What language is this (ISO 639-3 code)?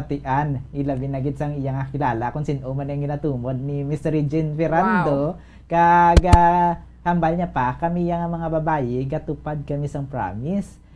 hil